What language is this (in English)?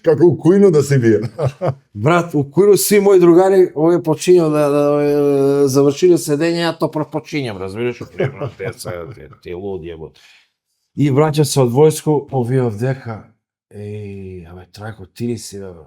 Macedonian